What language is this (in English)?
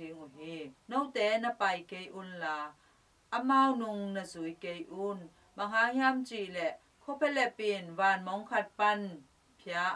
Tedim Chin